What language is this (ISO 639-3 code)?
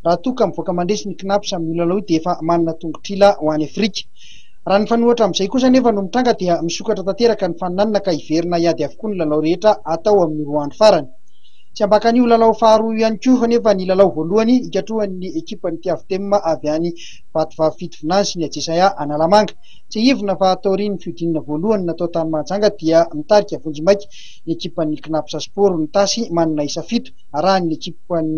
mlg